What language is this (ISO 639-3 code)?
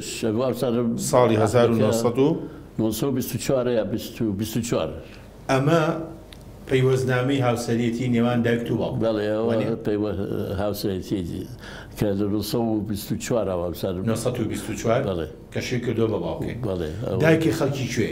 ckb